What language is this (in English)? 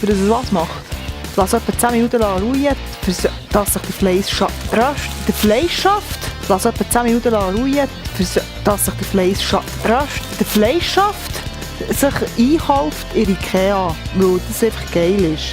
Swiss German